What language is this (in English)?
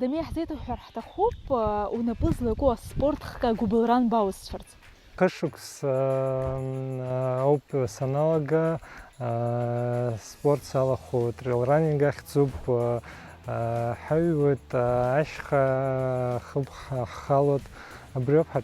Abkhazian